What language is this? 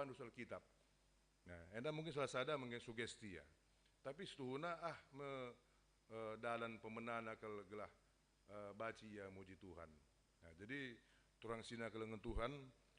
Batak Karo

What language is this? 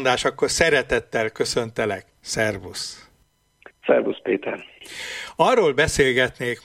Hungarian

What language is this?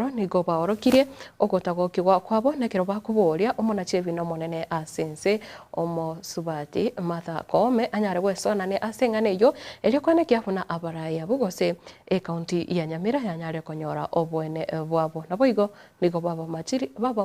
Gusii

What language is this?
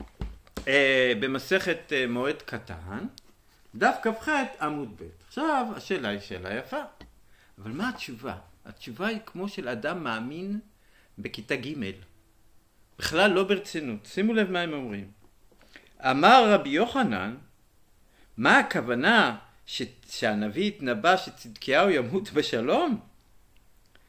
Hebrew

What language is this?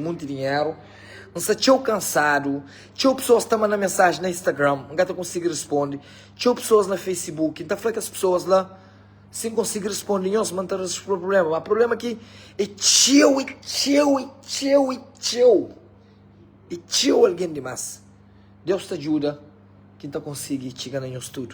Kabuverdianu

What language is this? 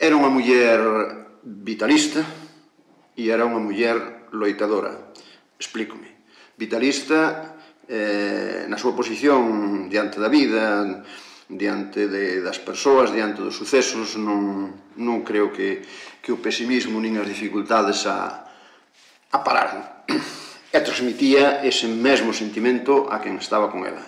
Galician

